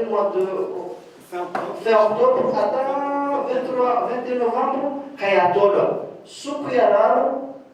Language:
Ngazidja Comorian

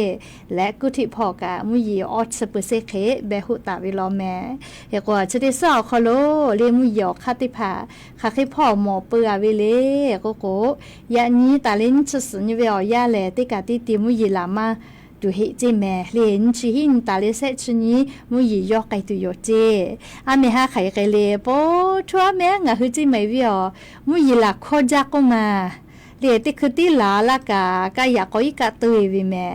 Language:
Lahu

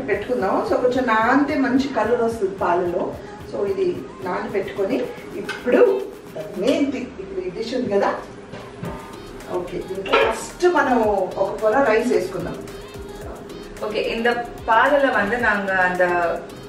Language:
Telugu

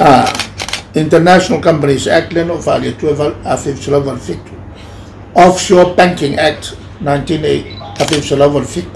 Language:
Samoan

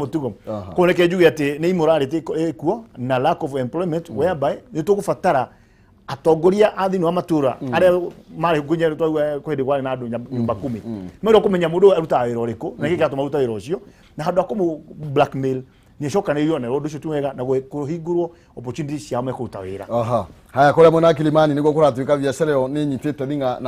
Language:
Kikuyu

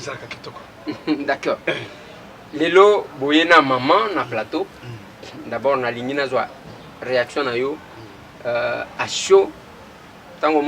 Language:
Lingala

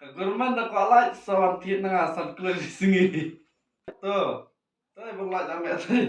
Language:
Khasi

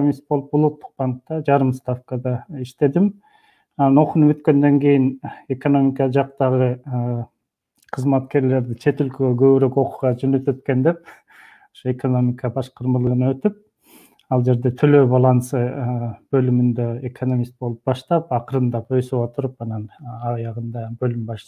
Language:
Kyrgyz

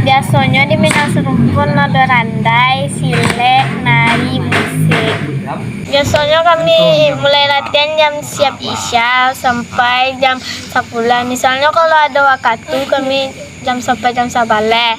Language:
Minangkabau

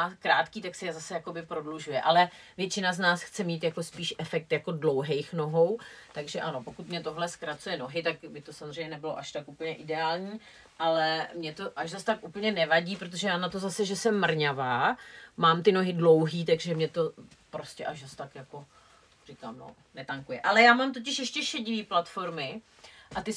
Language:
Czech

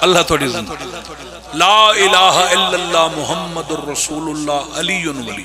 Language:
Pahari-Potwari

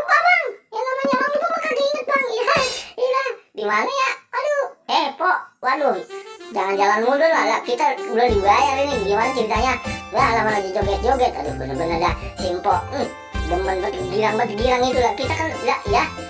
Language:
Betawi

